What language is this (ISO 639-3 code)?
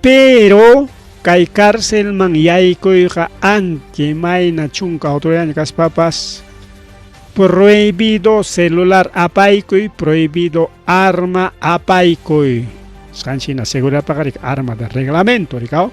quy